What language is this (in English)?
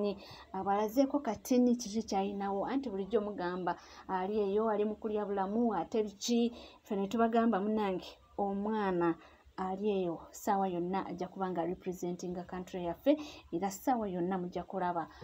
Ganda